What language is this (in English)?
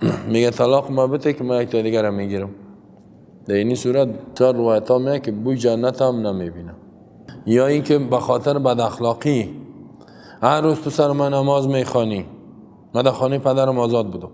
Persian